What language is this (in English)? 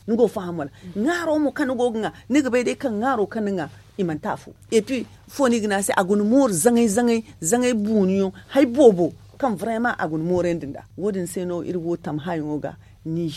Zarma